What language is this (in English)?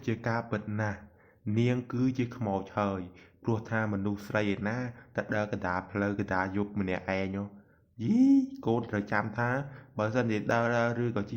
Khmer